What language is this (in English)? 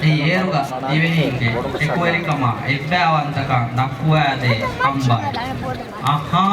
Divehi